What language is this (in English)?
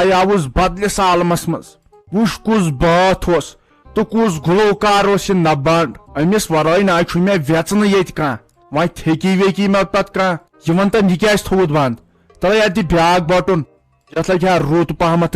Kashmiri